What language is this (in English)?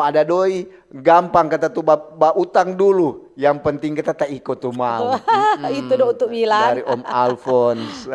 Manado Malay